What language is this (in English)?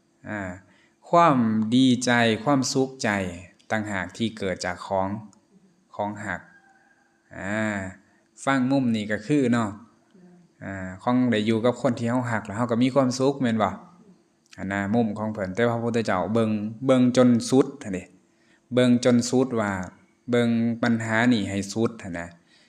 Lao